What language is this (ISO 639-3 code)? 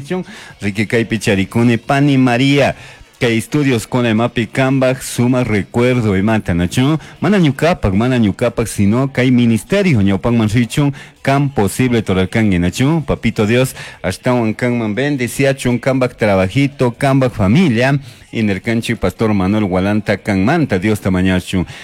qug